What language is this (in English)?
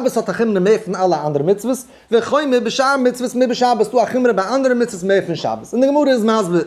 Yiddish